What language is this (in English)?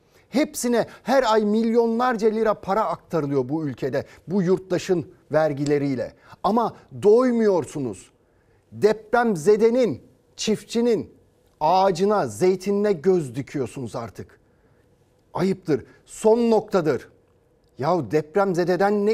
Turkish